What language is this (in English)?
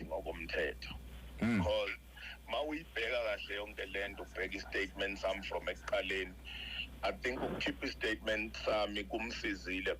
Zulu